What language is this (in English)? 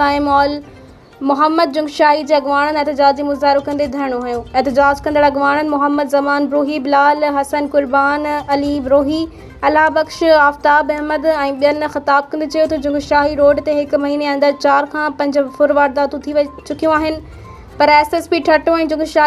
Sindhi